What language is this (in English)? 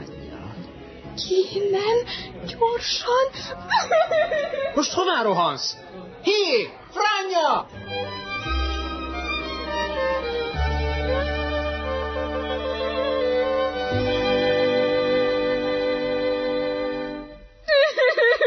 Hungarian